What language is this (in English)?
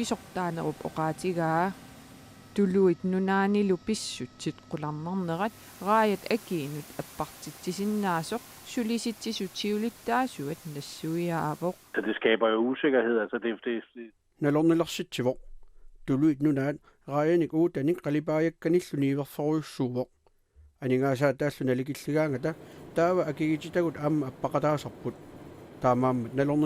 Kalaallisut